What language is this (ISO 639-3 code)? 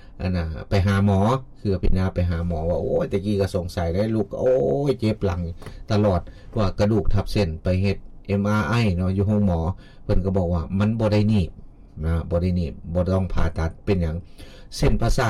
lao